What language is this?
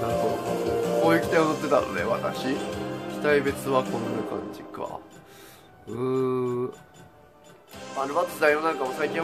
Japanese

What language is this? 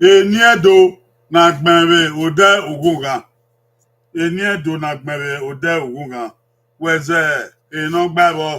Bini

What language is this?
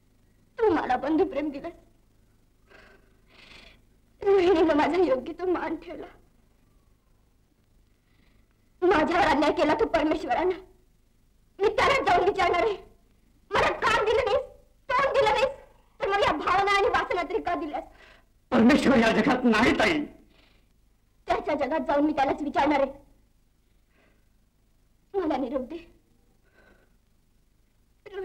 Marathi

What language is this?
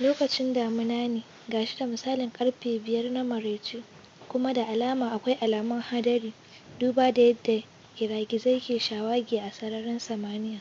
Hausa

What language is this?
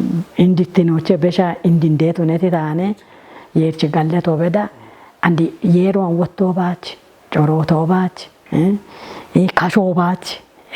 Kafa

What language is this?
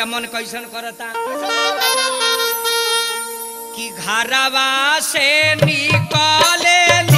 Bhojpuri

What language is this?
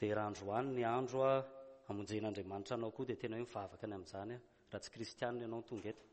Malagasy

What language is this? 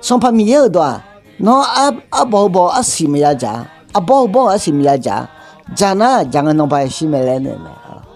Akha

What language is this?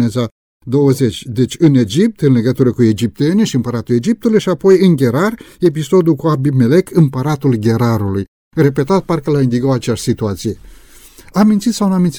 Romanian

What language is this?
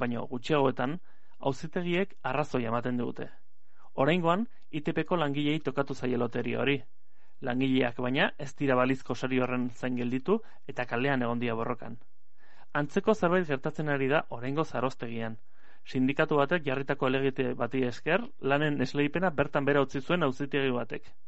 Basque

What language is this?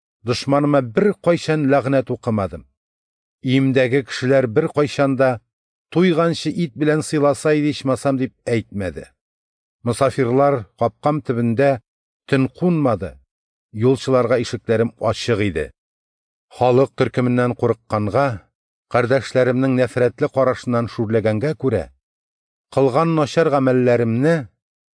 Tatar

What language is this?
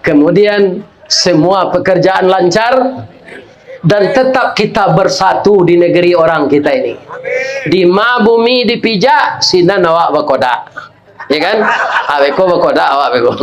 Minangkabau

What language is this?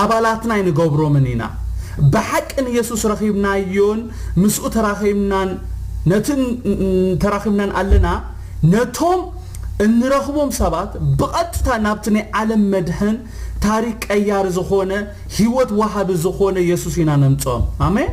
Tigrinya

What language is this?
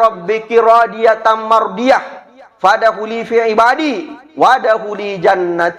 Buginese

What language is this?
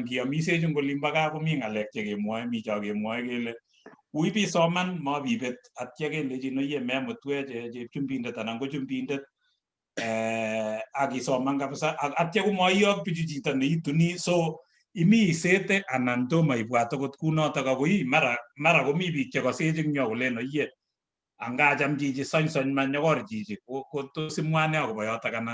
Kalenjin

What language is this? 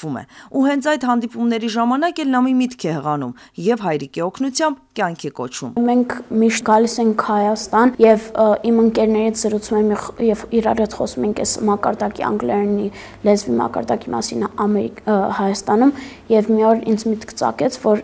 Armenian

